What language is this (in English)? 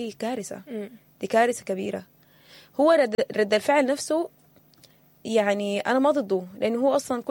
Sudanese Arabic